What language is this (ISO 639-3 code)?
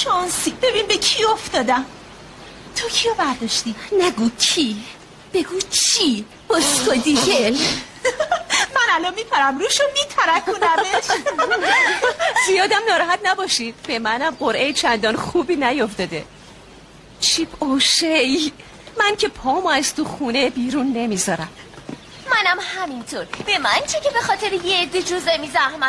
fas